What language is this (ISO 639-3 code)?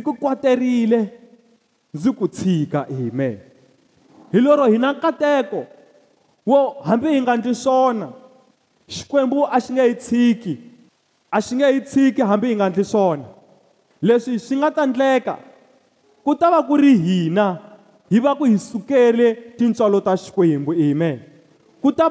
tso